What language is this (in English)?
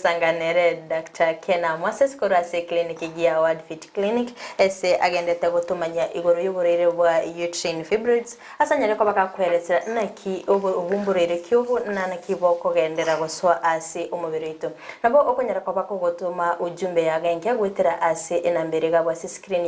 Gusii